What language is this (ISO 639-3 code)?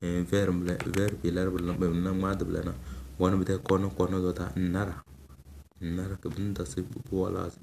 kdh